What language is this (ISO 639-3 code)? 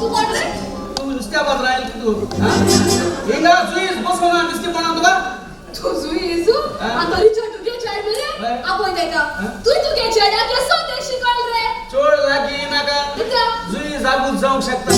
kok